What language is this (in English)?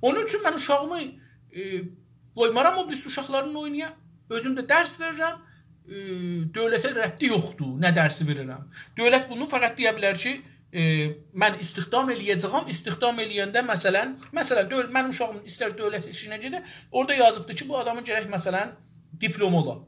South Azerbaijani